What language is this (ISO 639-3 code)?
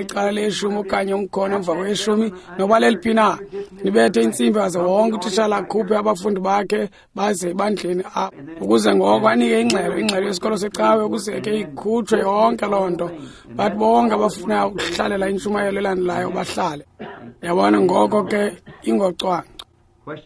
xho